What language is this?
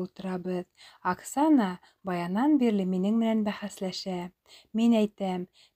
Bashkir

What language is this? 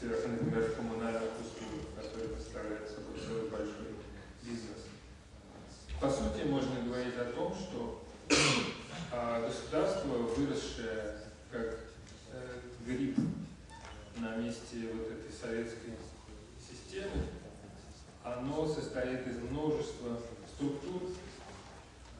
Russian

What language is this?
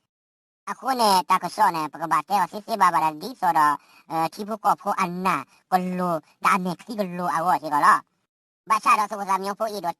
S'gaw Karen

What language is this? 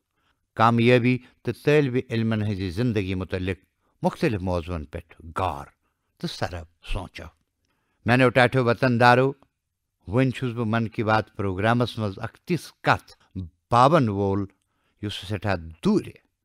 Kashmiri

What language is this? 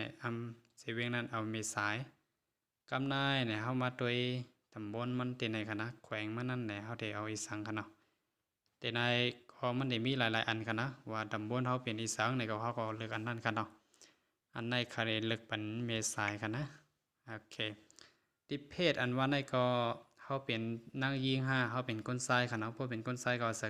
Shan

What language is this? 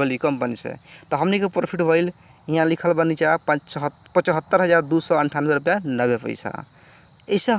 Bhojpuri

